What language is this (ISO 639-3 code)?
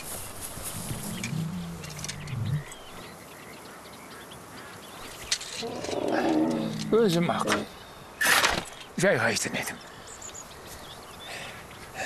kaz